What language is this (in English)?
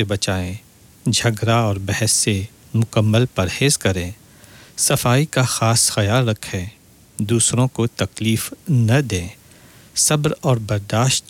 Urdu